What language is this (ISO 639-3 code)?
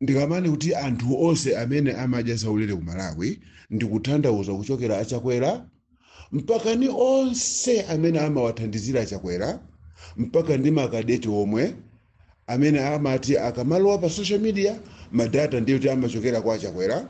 nya